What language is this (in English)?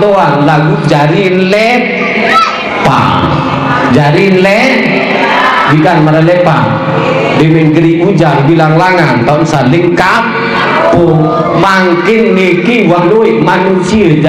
Sasak